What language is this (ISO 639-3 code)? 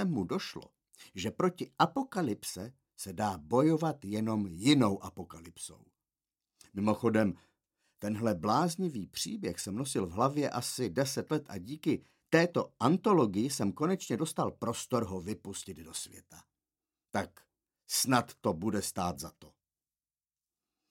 ces